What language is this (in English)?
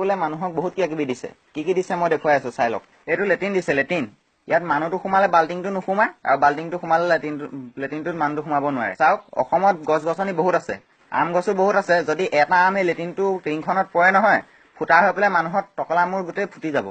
Assamese